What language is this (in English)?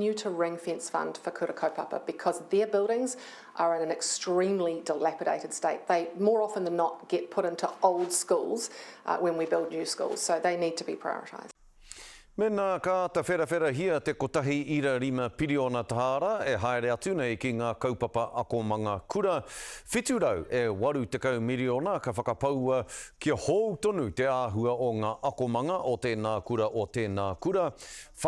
Māori